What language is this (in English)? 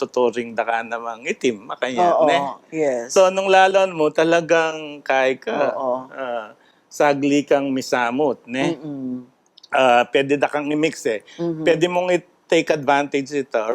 Pampanga